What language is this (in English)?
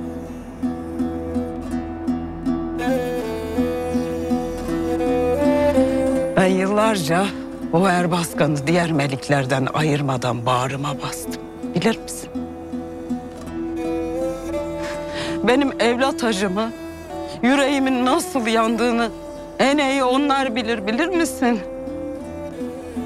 Turkish